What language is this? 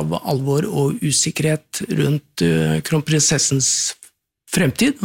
Norwegian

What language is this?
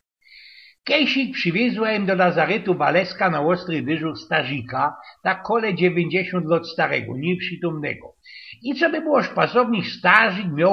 Silesian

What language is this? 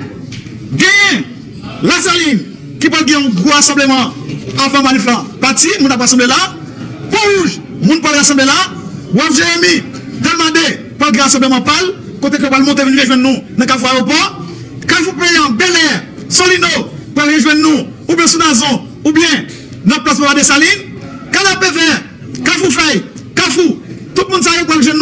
Haitian Creole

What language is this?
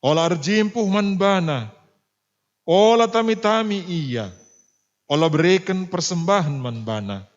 Batak Karo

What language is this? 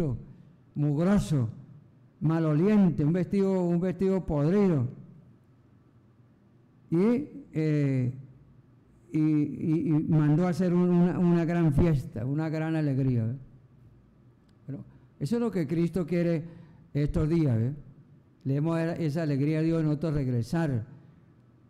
Spanish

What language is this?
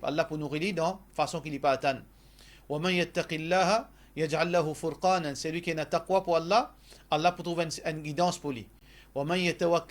Morisyen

